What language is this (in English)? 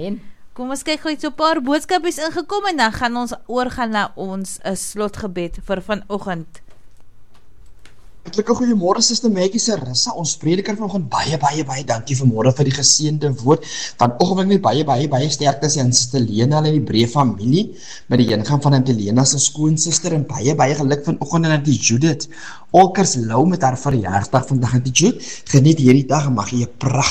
Afrikaans